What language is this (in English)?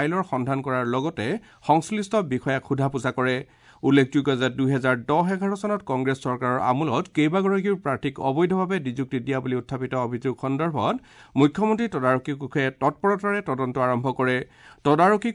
Assamese